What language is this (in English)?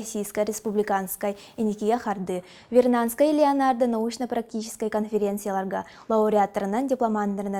Yakut